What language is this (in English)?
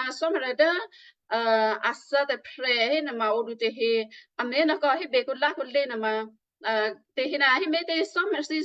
Western Kayah